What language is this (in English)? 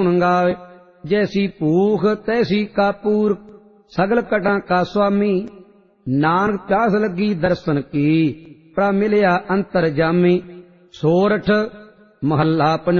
Punjabi